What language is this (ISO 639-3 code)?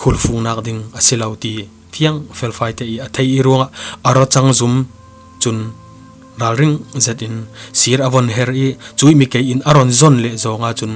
cfm